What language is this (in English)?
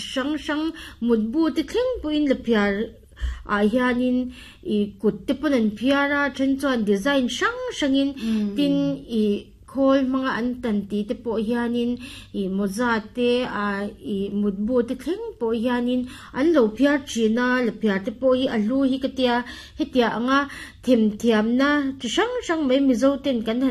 Mizo